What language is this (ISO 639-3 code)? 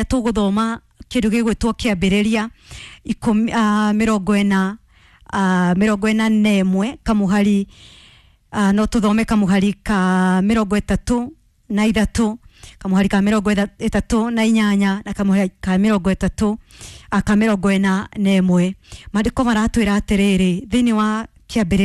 kik